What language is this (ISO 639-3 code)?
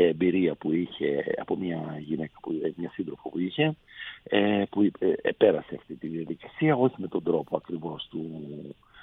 ell